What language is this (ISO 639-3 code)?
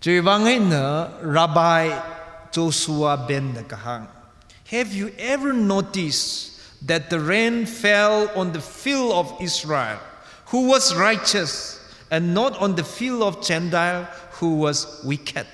nmf